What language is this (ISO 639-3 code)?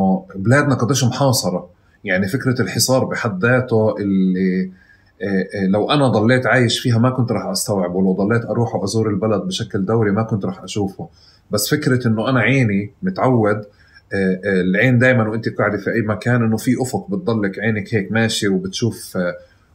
apc